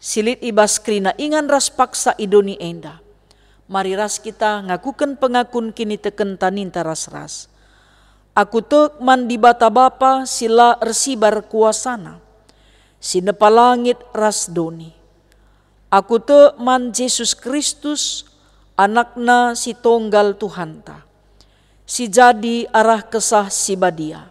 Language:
Batak Karo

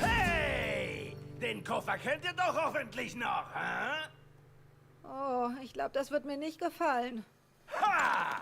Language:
Swiss German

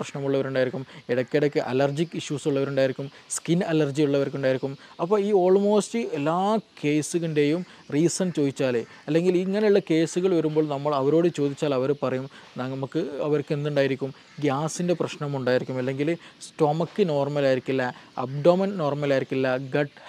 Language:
Malayalam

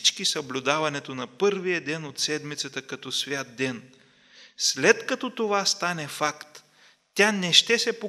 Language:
Bulgarian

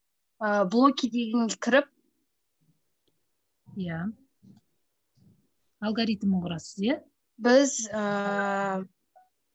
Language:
Kazakh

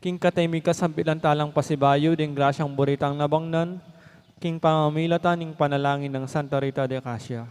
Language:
Pampanga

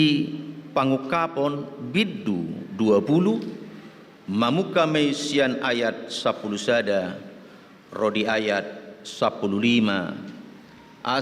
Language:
Batak Toba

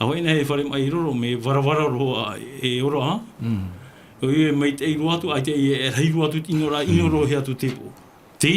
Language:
Tahitian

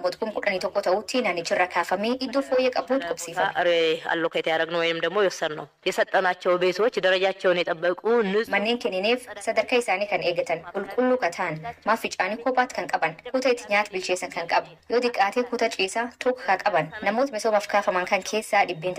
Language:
Oromo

